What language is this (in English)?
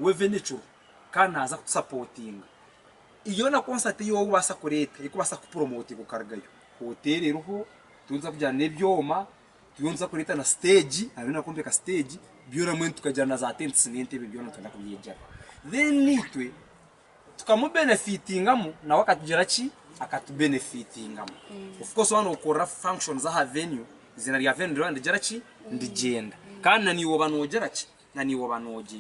Nyankole